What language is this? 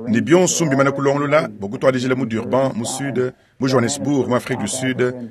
Luba-Lulua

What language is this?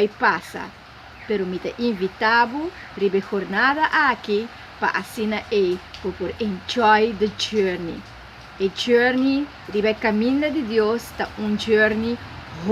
Papiamento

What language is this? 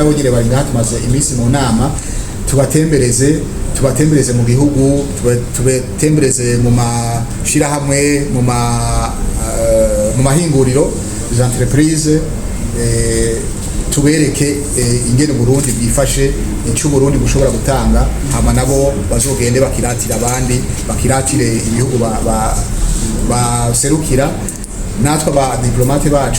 Rundi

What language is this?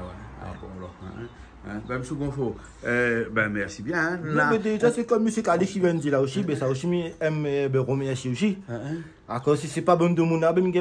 Réunion Creole French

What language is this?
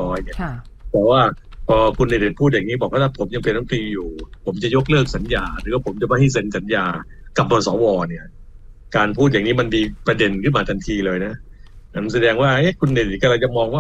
Thai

